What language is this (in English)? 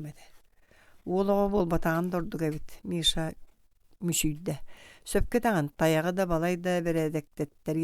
Yakut